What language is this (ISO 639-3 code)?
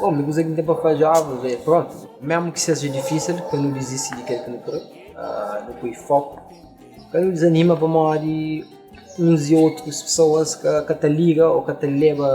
kea